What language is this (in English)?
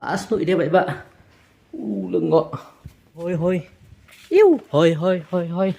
Khasi